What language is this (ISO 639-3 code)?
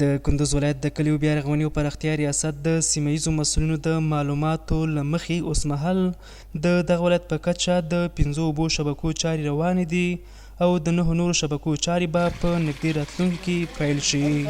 pus